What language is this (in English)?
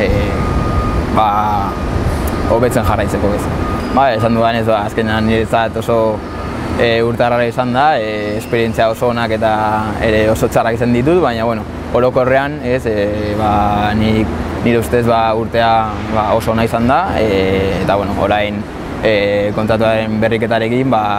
Basque